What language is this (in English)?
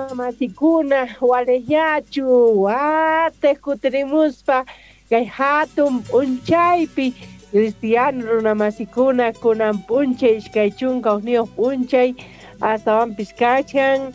South Bolivian Quechua